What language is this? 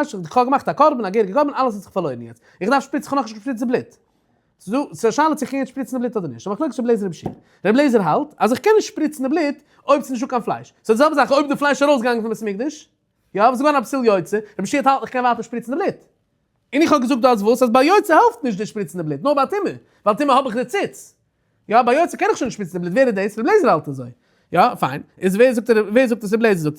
Yiddish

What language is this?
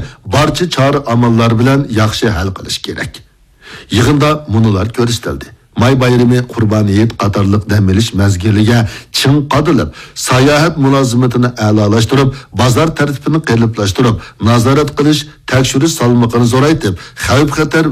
Uyghur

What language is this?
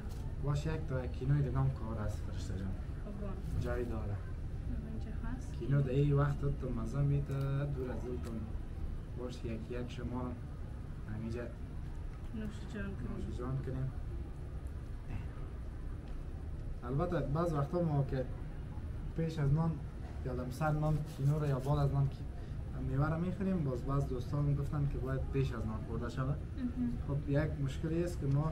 Persian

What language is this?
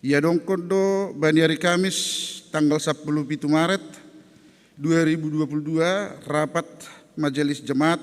Batak Simalungun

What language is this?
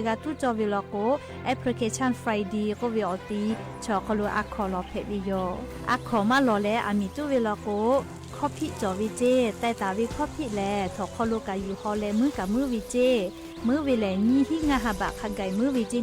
Lahu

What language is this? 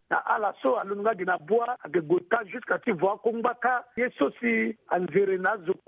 Sango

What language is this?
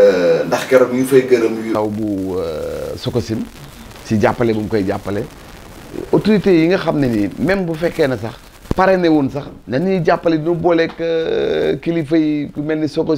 Wolof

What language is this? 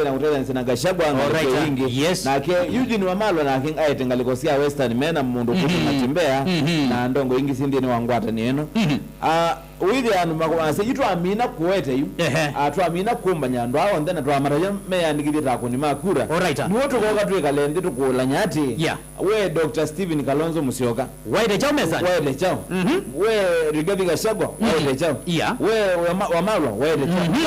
Kamba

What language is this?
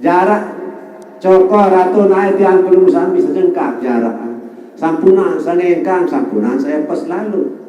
Sasak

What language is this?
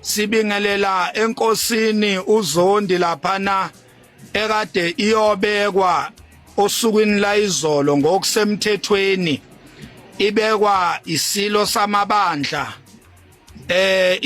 Zulu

